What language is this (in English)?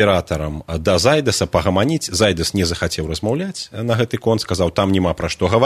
Belarusian